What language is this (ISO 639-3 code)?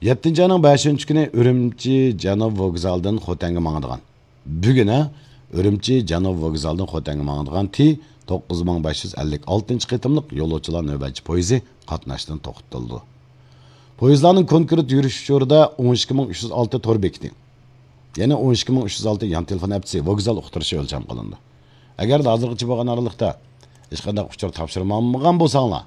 uig